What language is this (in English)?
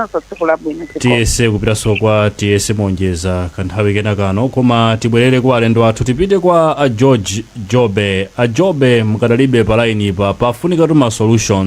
Nyanja